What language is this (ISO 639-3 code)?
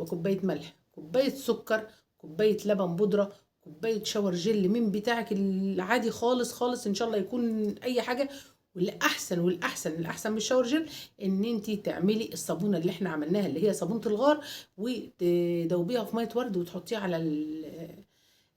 arz